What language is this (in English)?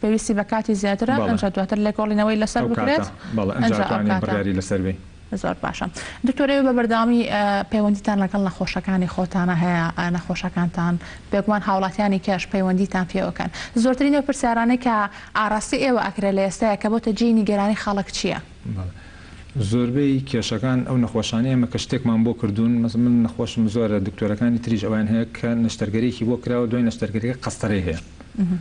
Central Kurdish